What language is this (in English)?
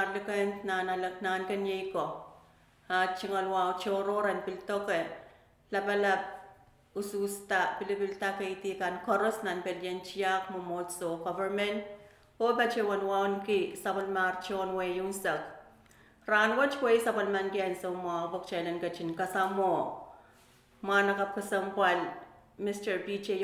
Pohnpeian